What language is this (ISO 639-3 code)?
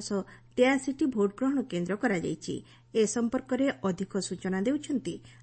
ori